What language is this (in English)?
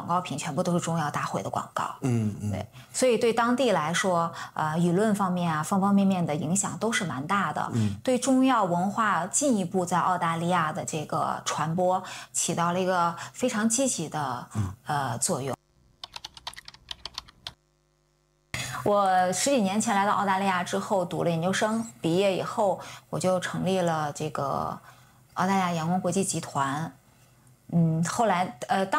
Chinese